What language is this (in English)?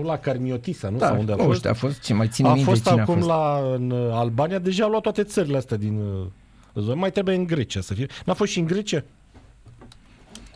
Romanian